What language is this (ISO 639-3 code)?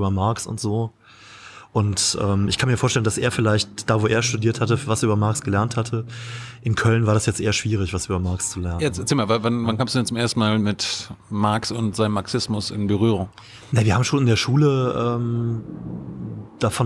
deu